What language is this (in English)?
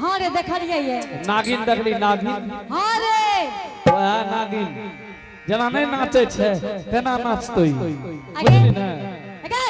Angika